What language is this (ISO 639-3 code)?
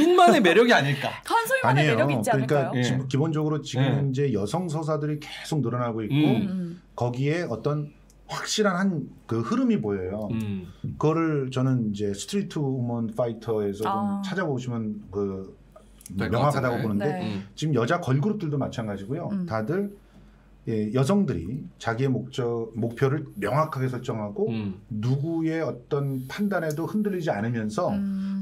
kor